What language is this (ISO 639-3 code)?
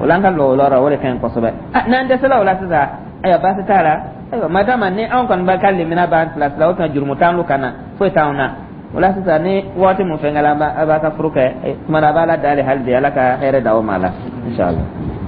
dyu